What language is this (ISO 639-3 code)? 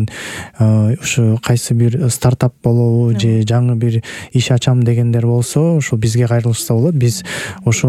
kir